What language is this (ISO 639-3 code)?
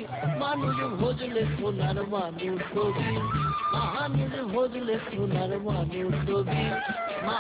ben